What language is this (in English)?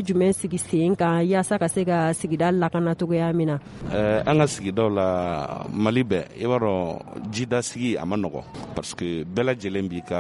Bambara